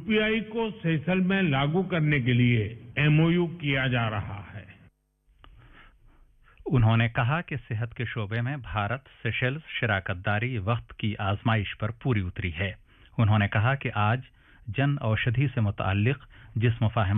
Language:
Urdu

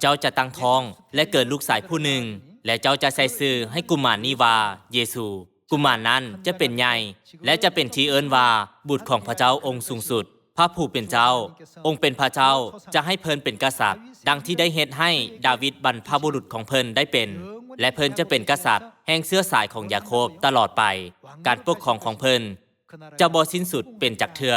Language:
Lao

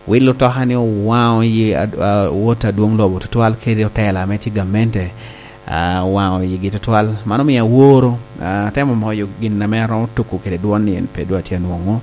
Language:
Lango (Uganda)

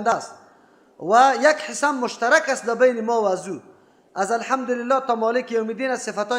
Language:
Persian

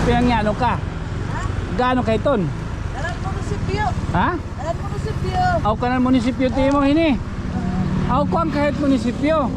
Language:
Waray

